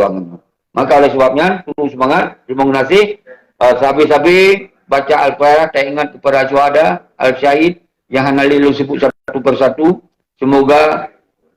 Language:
Achinese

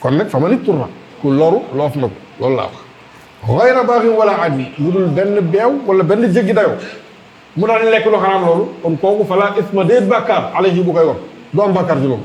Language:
Wolof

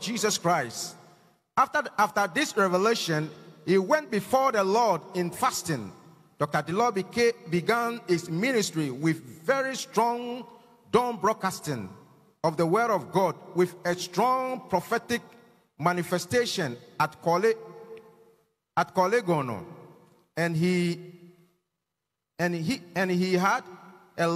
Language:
English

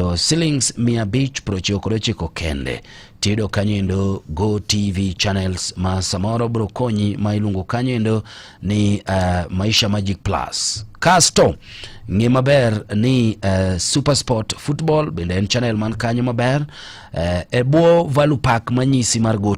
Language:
Luo (Kenya and Tanzania)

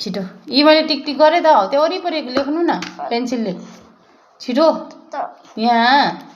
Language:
Nepali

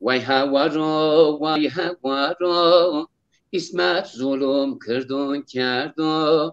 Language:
Zaza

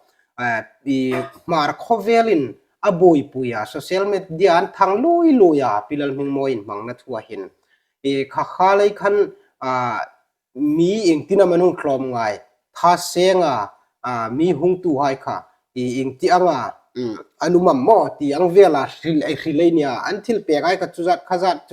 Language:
Hmar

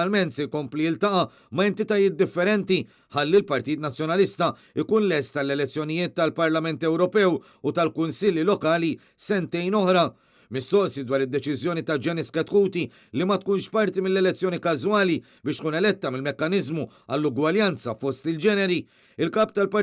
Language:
Maltese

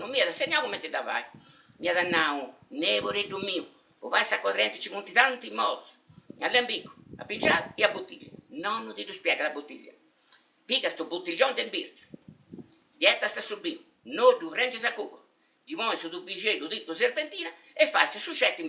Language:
Sardinian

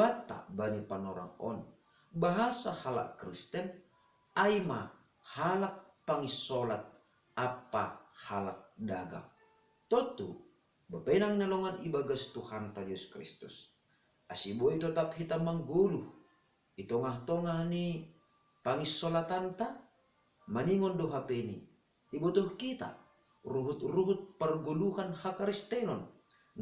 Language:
Batak Simalungun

